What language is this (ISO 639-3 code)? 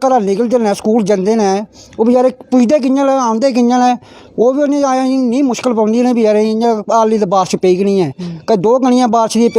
doi